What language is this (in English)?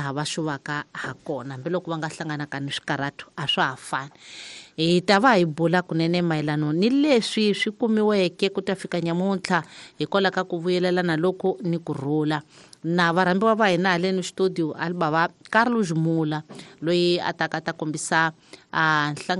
Tsonga